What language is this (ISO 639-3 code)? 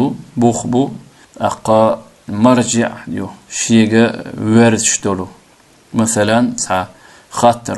che